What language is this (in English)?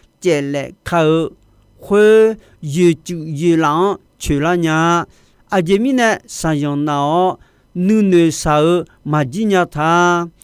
Akha